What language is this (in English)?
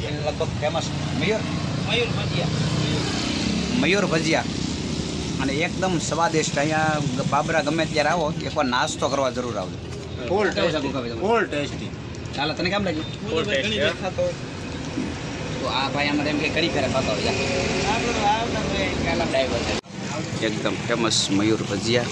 Gujarati